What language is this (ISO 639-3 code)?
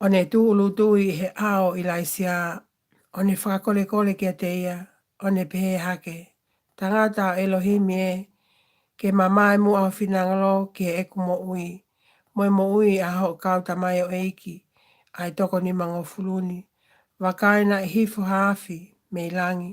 ton